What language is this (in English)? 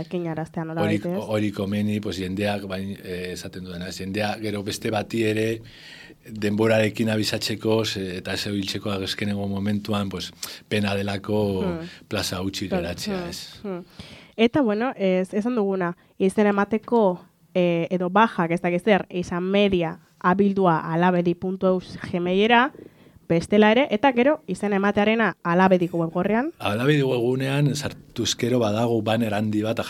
Basque